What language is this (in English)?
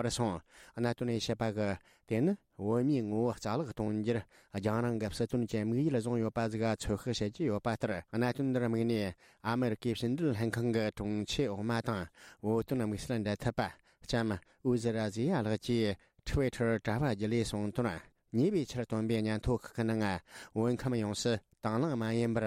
Tibetan